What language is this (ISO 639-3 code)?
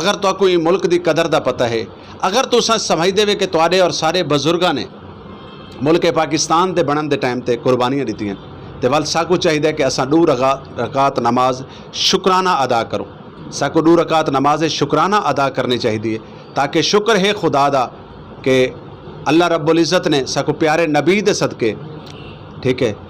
skr